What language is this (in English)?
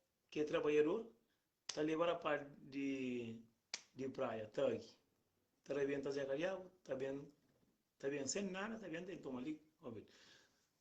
Kabuverdianu